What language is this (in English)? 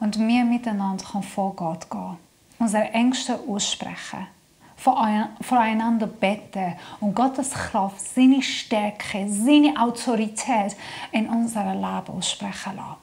Swiss German